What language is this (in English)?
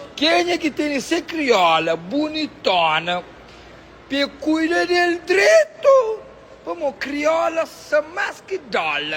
Kabuverdianu